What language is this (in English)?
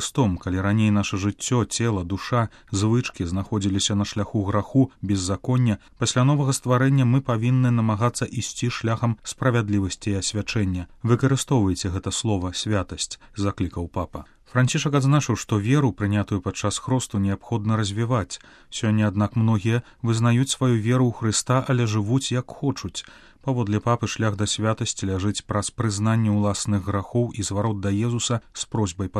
Belarusian